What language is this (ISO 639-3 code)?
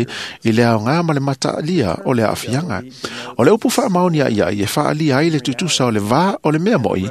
smo